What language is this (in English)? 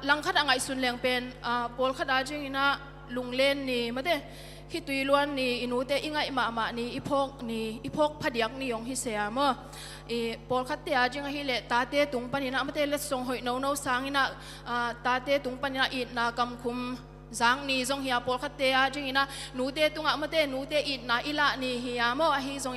Tedim Chin